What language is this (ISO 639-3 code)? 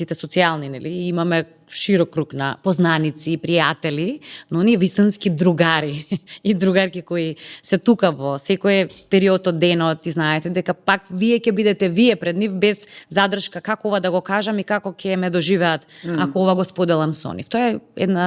mkd